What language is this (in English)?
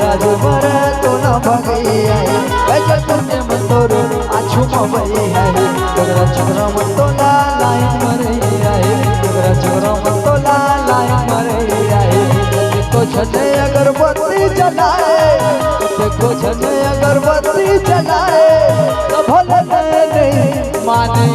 Chhattisgarhi